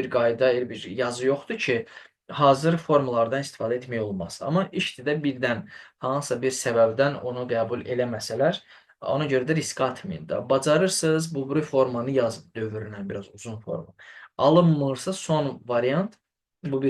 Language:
Azerbaijani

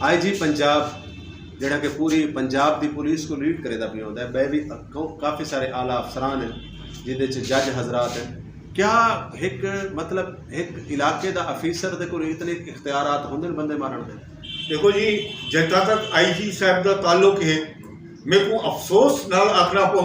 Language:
Saraiki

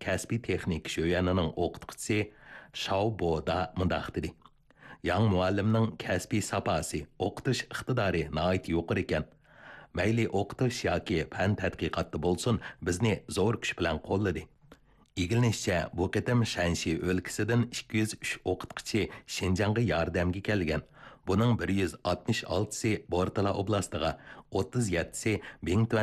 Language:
Uyghur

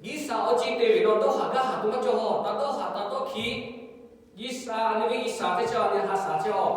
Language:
Lahu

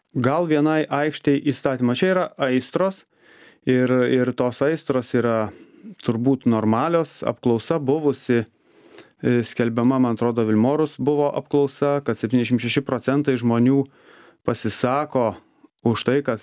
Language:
Lithuanian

